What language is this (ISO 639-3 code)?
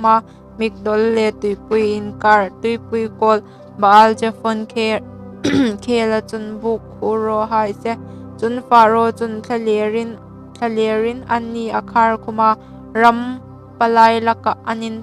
hmr